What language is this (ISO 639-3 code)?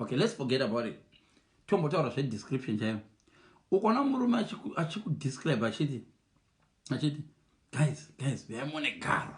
sna